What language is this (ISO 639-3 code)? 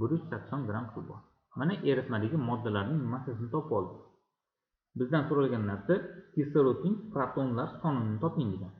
uzb